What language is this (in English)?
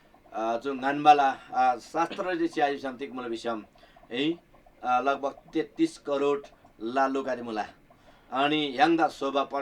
Eastern Tamang